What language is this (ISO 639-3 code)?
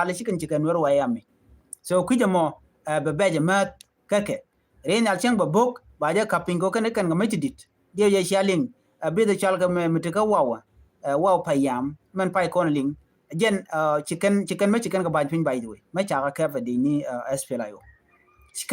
nus